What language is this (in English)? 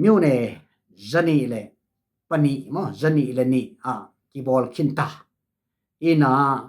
Tedim Chin